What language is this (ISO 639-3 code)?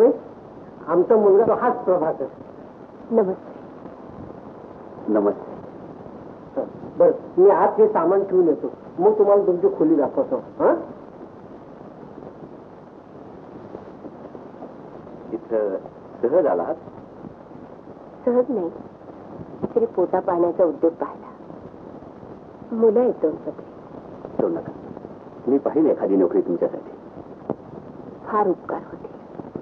mar